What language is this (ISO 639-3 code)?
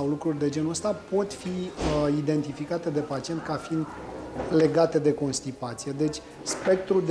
ron